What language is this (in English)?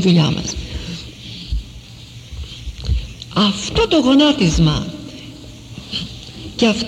Greek